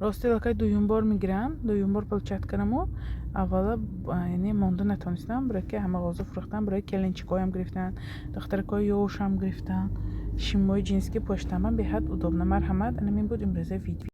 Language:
Tajik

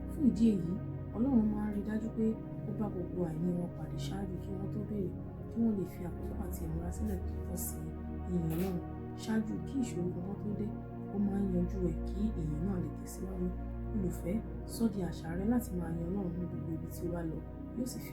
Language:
Yoruba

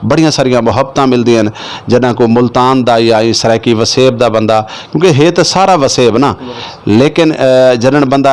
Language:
Saraiki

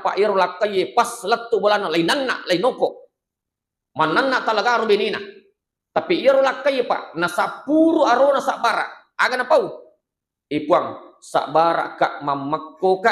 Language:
Buginese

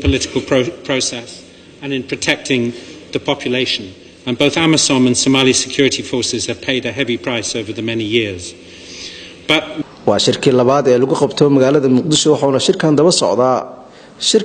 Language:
Somali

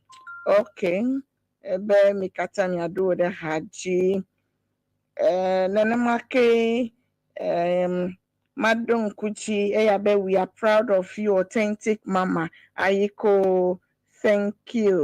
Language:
Ewe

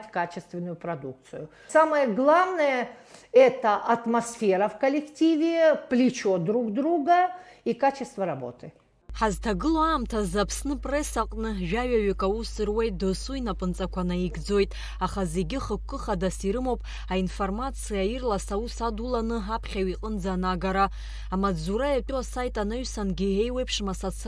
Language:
Abkhazian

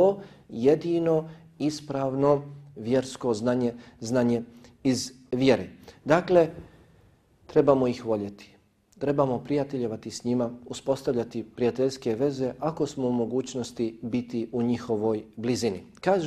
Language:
Bosnian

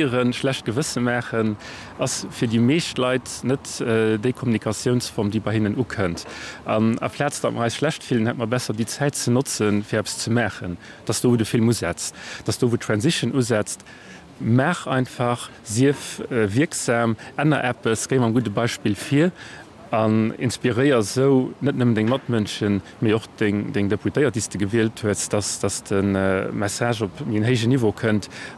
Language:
Luxembourgish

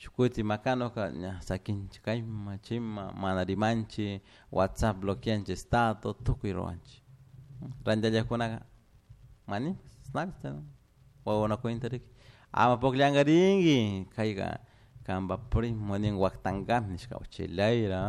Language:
Chimborazo Highland Quichua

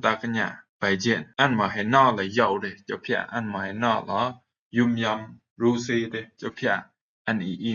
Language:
Rumai Palaung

